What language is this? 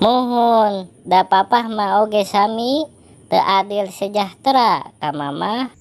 Sundanese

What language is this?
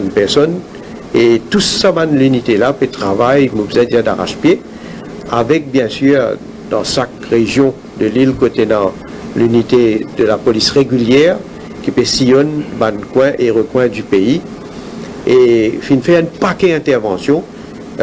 Morisyen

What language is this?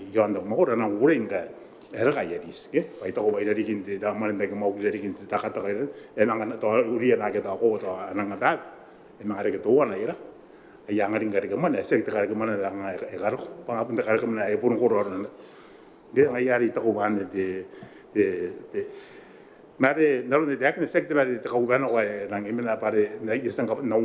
Gilbertese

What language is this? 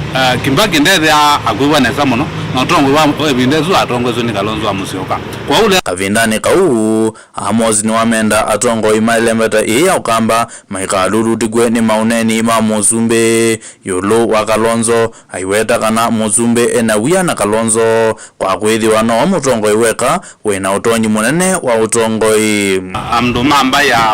Kamba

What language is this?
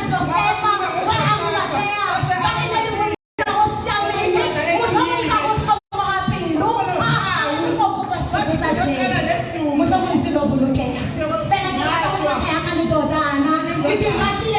Tswana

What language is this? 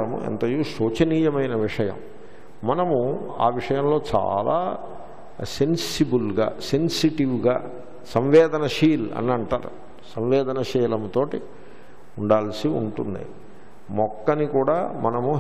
Telugu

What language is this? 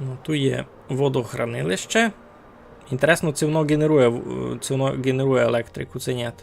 Rusyn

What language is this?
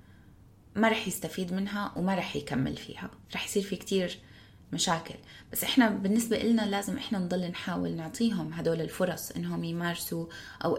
North Levantine Arabic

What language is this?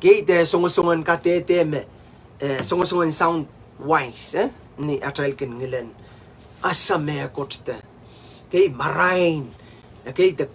Pohnpeian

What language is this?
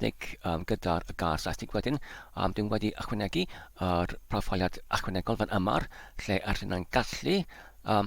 Welsh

